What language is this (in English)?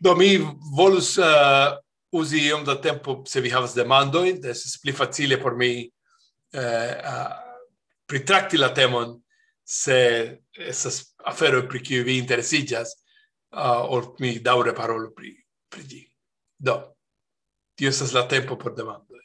Esperanto